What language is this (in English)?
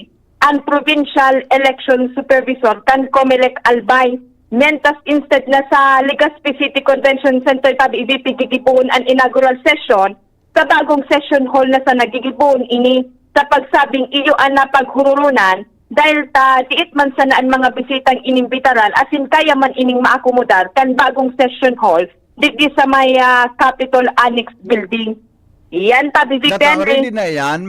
Bikol